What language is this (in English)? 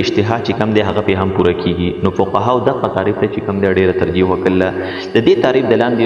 Pashto